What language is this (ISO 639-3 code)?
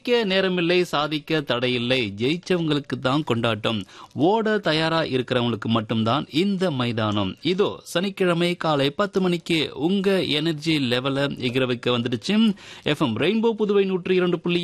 tam